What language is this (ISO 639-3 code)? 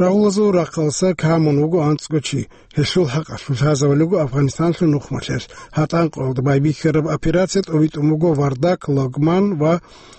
ava